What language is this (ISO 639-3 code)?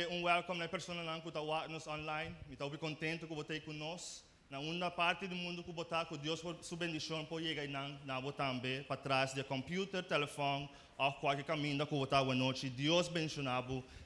pap